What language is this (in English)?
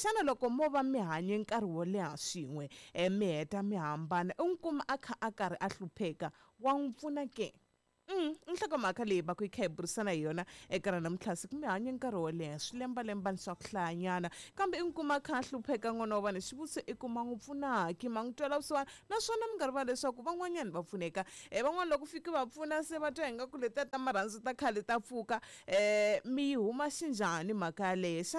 Tsonga